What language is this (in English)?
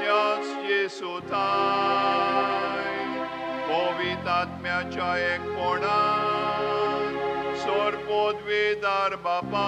Konkani